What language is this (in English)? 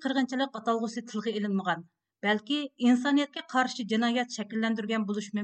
Uyghur